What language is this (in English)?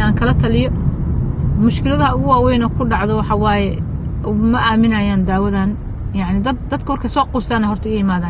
Somali